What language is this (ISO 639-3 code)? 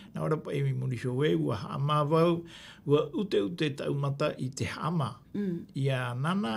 tah